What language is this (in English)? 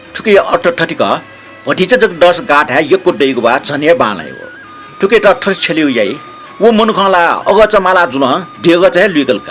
Newari